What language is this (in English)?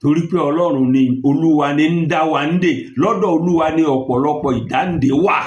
Yoruba